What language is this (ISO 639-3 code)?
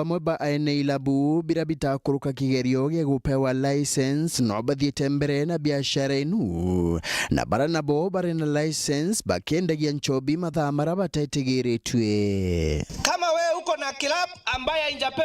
mer